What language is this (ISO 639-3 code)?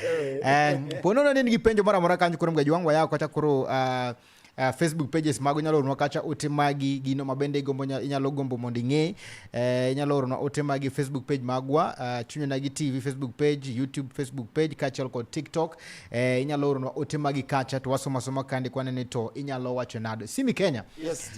luo